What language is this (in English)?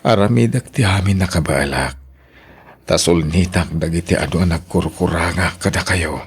Iloko